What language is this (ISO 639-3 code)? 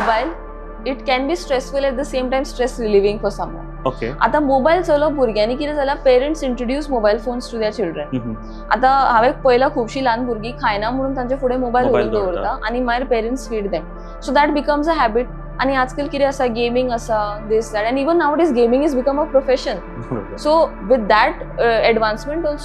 kok